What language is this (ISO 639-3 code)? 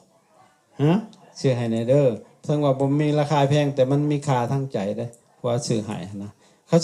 lao